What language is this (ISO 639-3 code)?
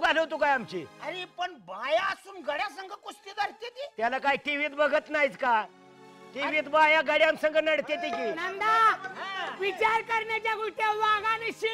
mar